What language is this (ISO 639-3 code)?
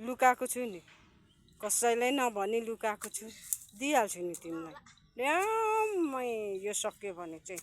nep